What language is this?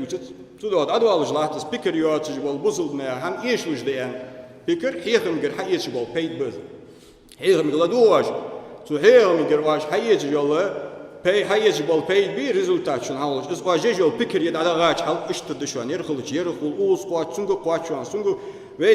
Ingush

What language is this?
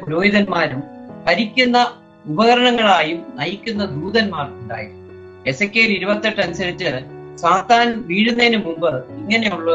Malayalam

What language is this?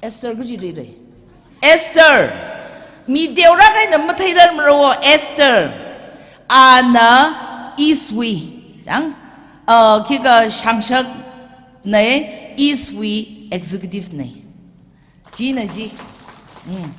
Tangkhul Naga (India)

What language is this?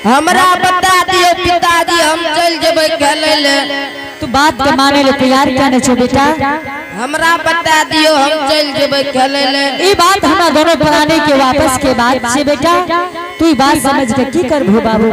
Angika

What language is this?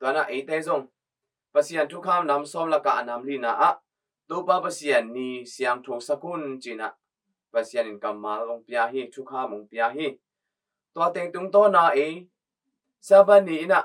Tedim Chin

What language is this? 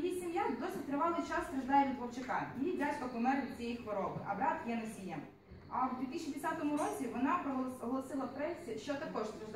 Ukrainian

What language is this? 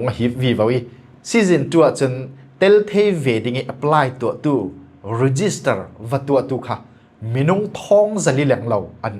Falam Chin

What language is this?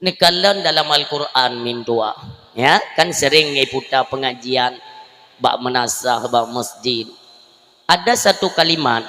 Achinese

